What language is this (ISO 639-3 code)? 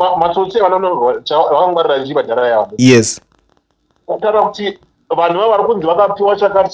sna